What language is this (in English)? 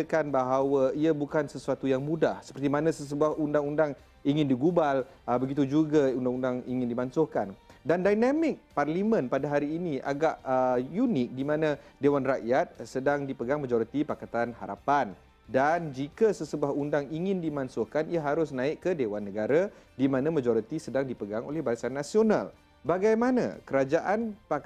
Malay